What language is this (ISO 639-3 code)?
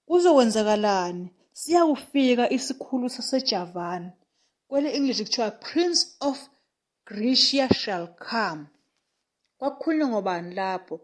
zul